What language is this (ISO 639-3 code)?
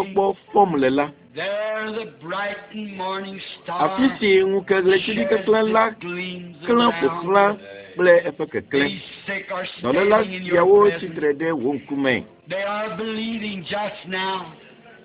ewe